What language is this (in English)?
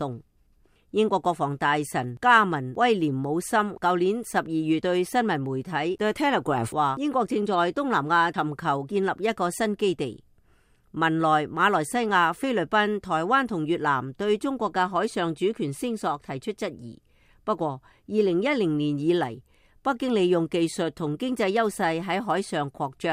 Cantonese